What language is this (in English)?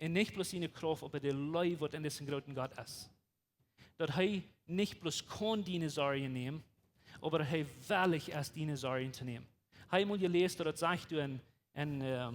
Plautdietsch